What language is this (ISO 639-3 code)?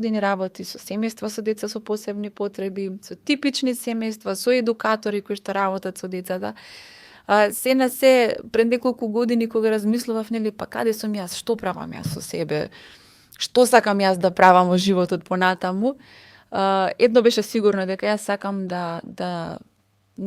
mkd